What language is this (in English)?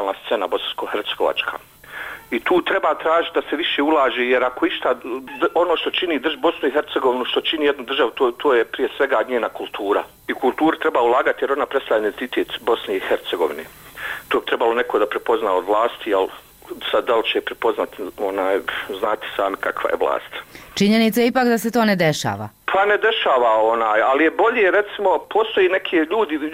Bosnian